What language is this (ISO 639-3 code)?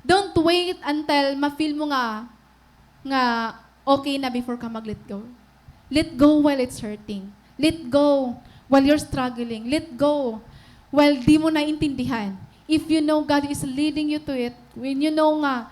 war